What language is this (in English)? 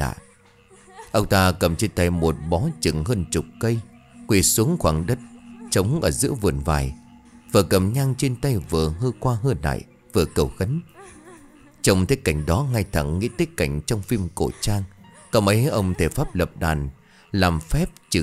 Vietnamese